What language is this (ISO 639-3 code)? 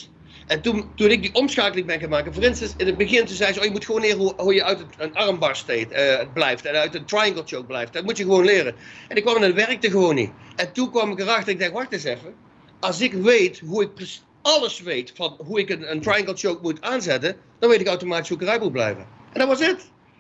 nld